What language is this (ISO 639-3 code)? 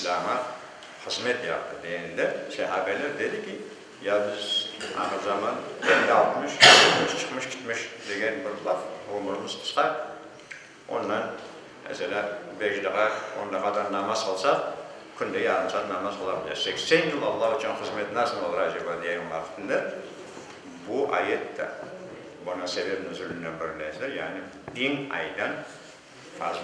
crh